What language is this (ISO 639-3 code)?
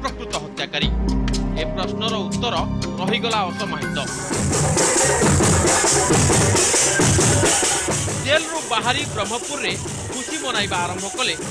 ori